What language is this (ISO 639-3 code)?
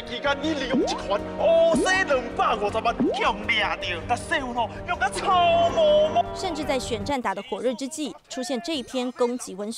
zho